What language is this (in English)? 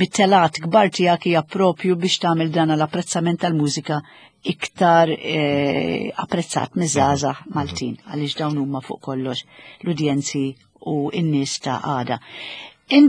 Maltese